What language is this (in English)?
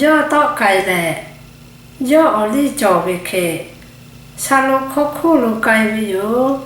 Lahu